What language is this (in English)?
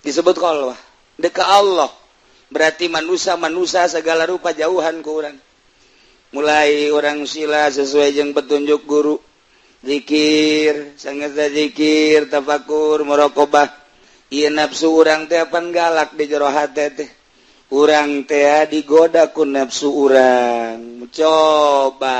Sundanese